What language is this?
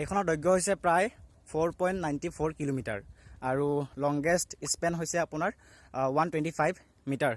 Assamese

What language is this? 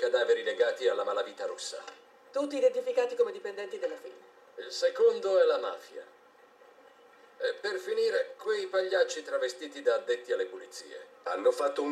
Italian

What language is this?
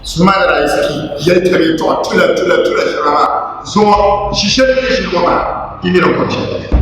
Dagbani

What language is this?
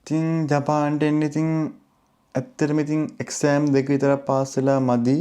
Sinhala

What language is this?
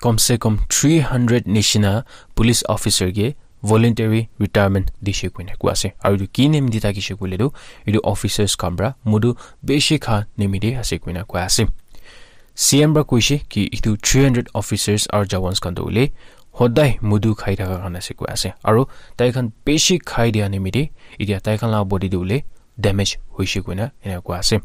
Naga Pidgin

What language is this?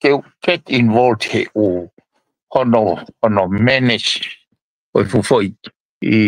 Tongan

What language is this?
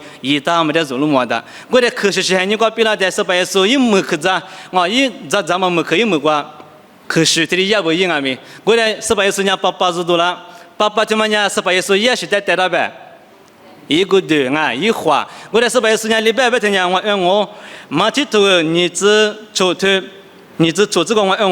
Lisu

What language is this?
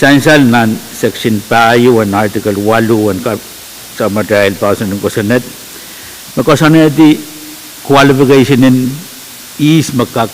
Pohnpeian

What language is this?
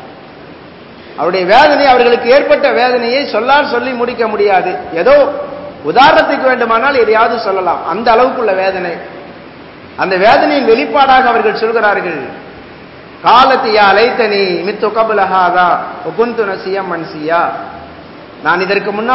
Tamil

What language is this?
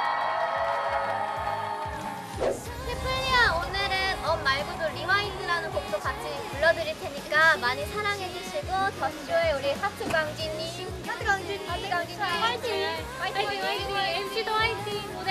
Korean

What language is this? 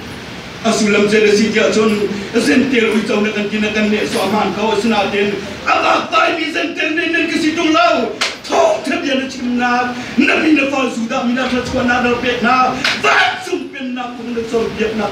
Hakha Chin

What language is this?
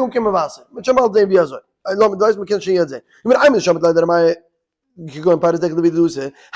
Yiddish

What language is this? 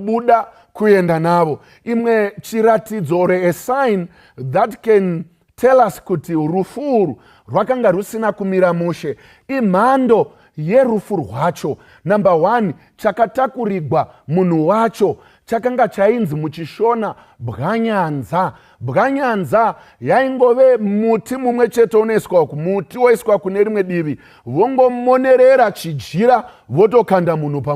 Shona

